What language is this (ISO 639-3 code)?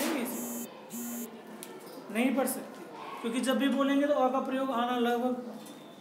hin